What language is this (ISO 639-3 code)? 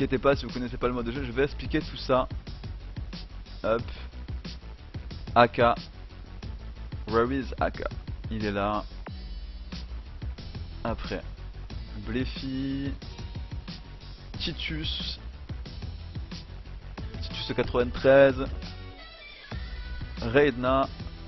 fra